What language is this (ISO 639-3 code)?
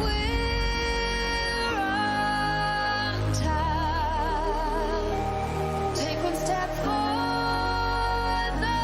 kaa